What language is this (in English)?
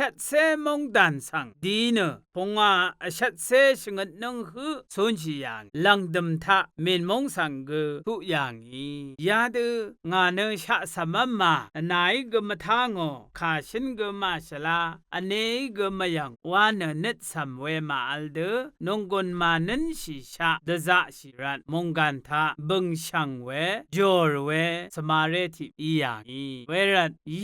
Rawang